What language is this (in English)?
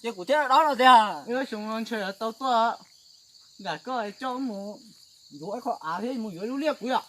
Hmong